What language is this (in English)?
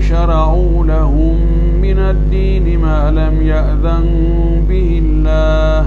Fula